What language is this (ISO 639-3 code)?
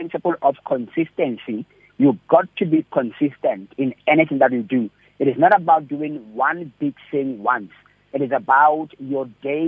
eng